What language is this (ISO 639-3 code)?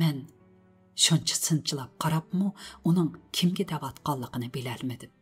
uig